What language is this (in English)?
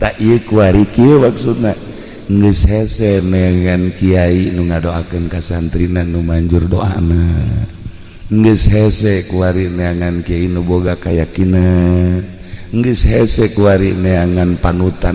Sundanese